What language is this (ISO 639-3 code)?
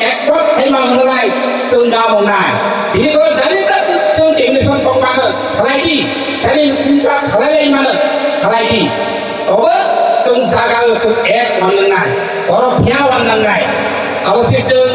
trp